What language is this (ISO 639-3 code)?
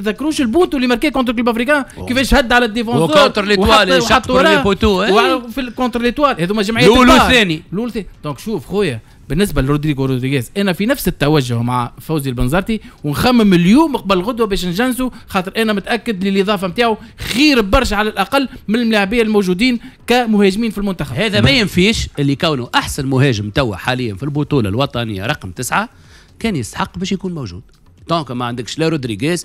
aeb